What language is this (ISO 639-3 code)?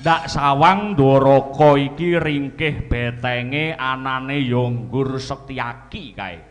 jav